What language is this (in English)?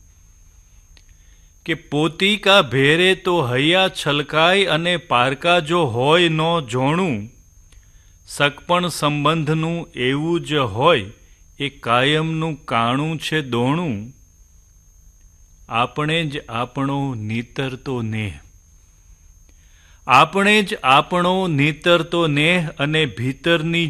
Gujarati